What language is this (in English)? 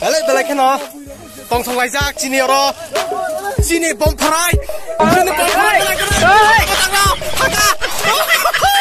Kok Borok